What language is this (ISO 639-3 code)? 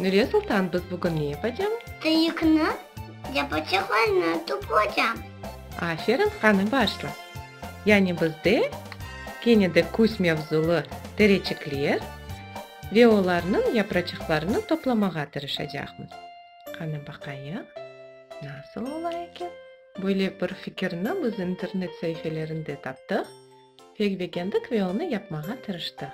crh